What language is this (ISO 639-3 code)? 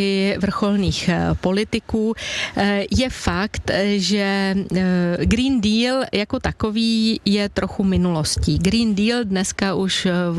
ces